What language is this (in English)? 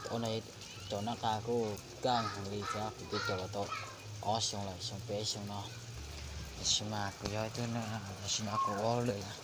Hmong